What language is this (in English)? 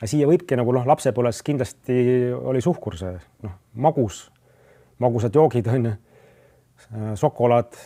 Estonian